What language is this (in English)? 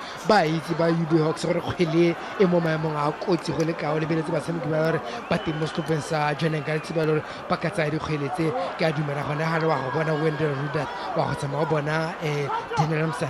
Tswana